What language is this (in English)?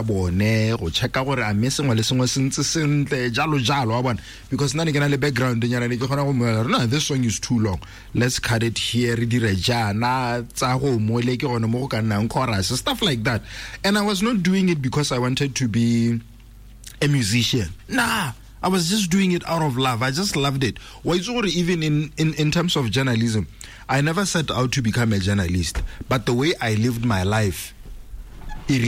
Tswana